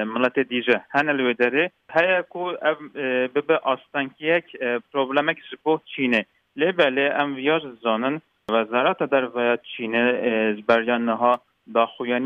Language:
Kurdish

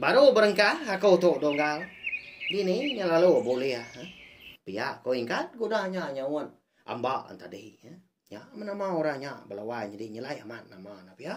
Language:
Iban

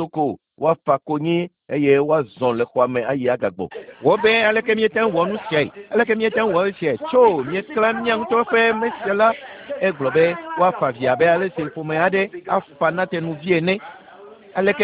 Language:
Ewe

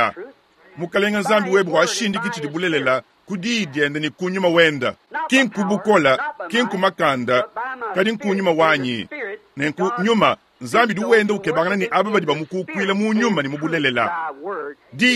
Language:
Luba-Lulua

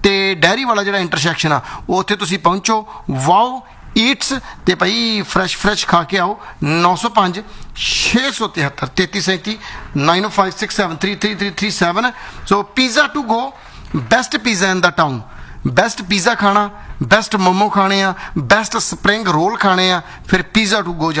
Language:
Punjabi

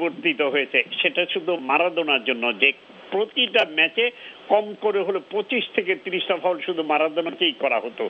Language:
Bangla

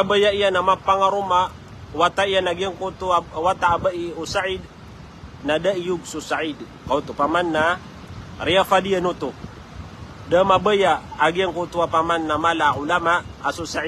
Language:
Maranao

